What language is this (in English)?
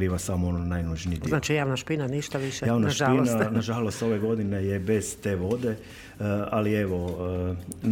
Croatian